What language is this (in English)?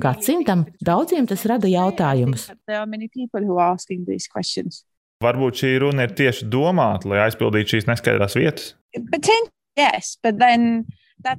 Latvian